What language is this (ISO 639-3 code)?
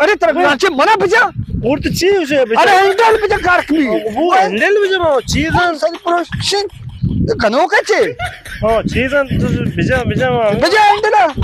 bal